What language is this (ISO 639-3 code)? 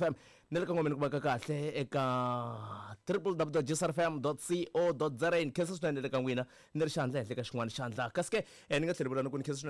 tso